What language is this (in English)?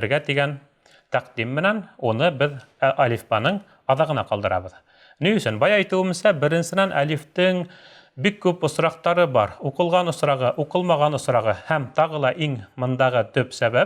Bashkir